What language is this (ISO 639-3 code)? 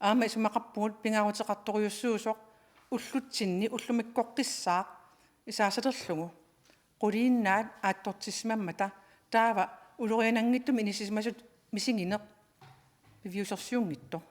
kal